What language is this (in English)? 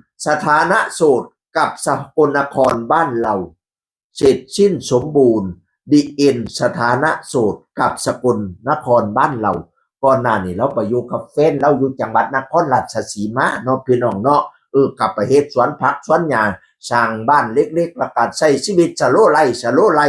Northeastern Thai